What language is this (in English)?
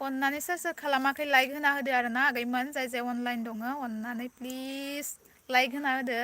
Bodo